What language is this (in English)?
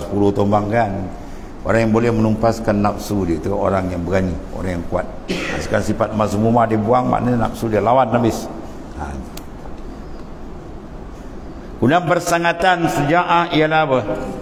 Malay